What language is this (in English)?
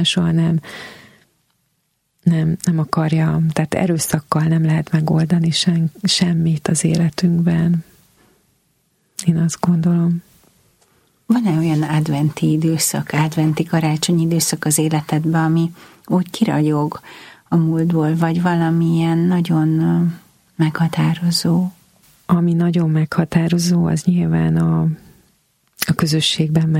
Hungarian